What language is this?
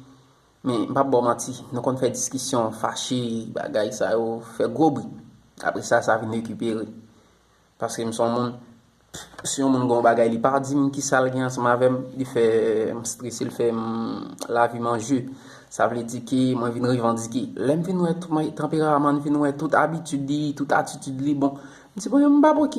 Haitian Creole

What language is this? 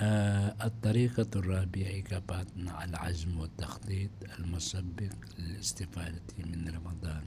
Maranao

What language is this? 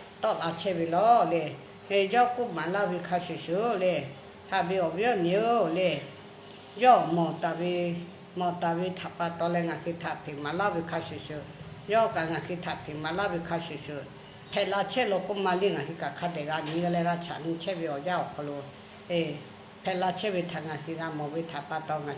Lahu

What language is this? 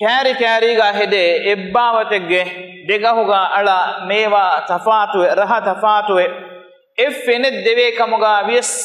Divehi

